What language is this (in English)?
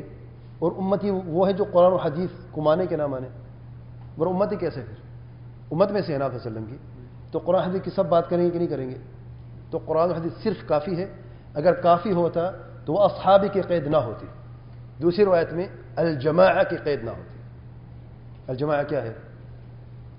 Urdu